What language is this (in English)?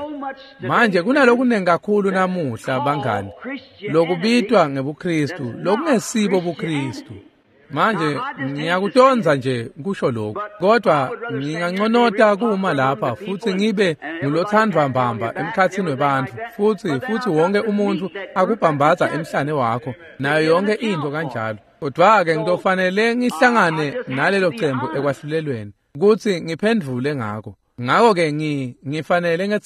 Swati